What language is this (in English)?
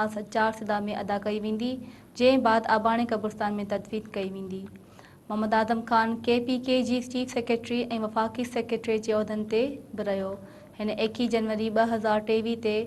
Sindhi